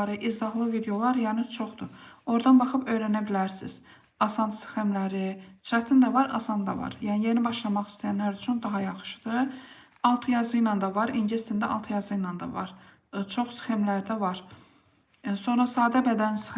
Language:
Azerbaijani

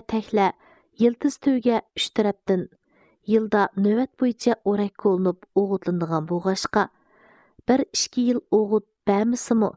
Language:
Uyghur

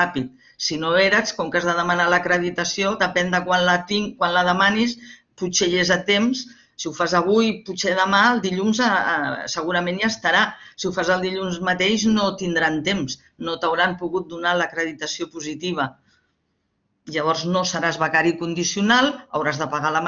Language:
Catalan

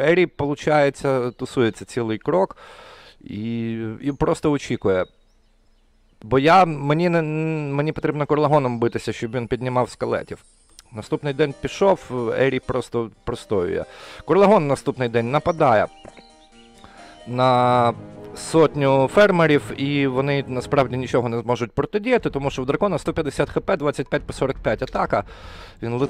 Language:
Ukrainian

